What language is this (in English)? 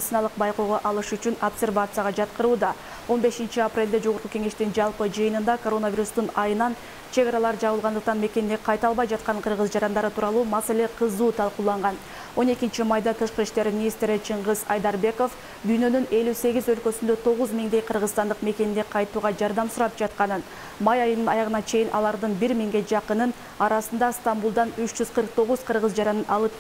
Kyrgyz